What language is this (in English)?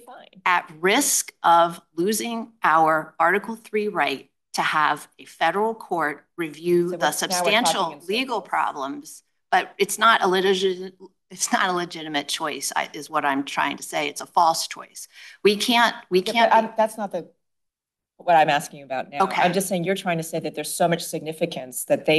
English